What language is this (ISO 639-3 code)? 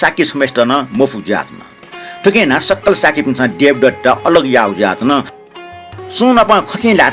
new